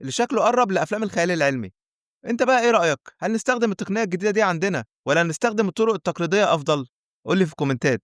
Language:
Egyptian Arabic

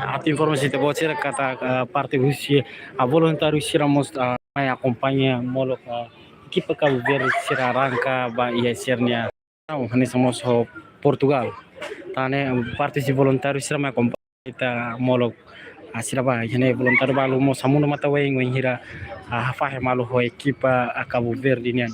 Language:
Tetum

